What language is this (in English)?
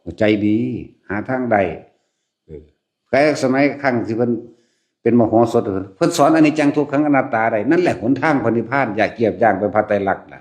Lao